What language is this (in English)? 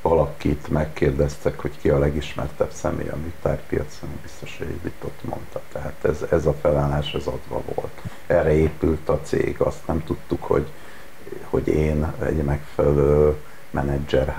Hungarian